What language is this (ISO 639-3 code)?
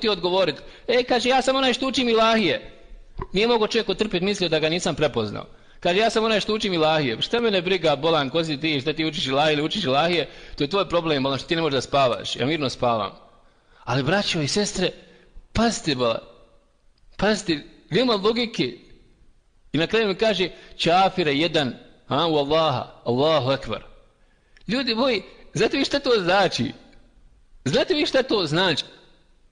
bos